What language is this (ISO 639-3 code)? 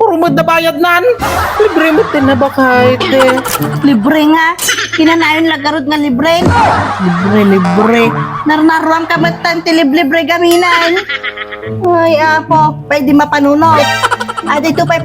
ilo